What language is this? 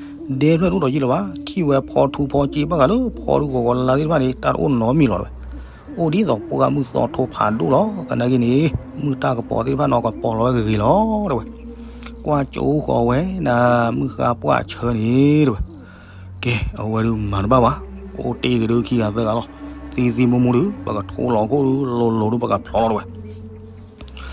S'gaw Karen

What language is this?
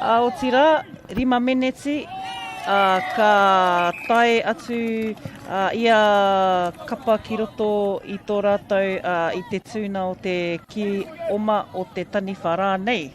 Māori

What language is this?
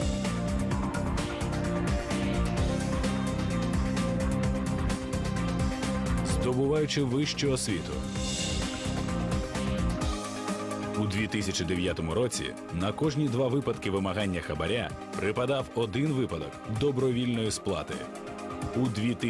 Ukrainian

